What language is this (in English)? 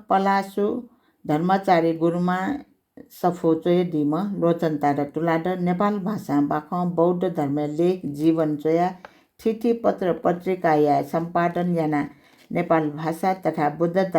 Newari